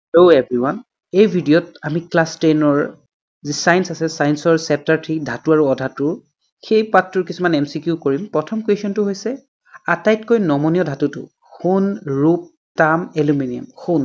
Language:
Assamese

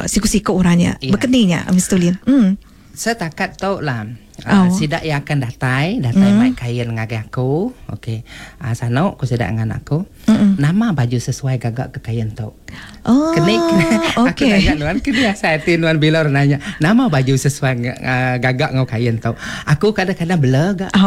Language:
Iban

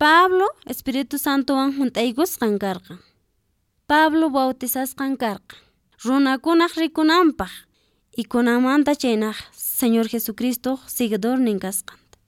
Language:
Quechua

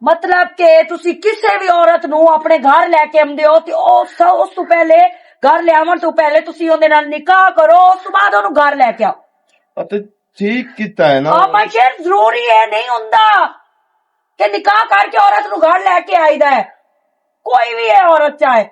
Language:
Western Panjabi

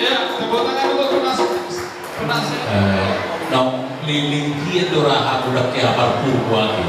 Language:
Batak Toba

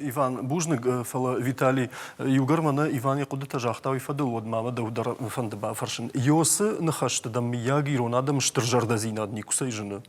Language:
Ossetic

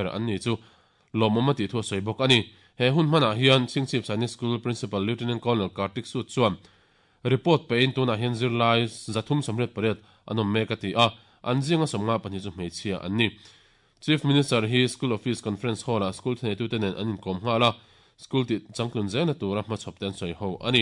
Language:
Mizo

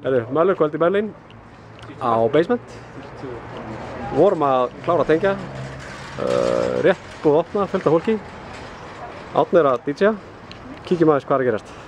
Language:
Icelandic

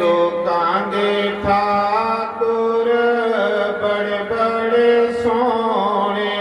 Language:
Dogri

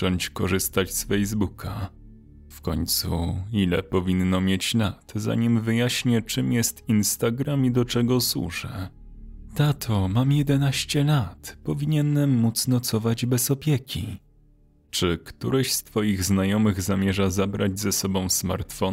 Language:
Polish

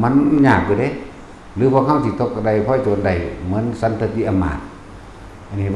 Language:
Northeastern Thai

